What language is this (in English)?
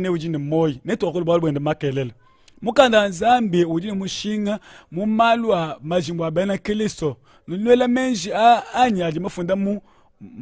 Luba-Lulua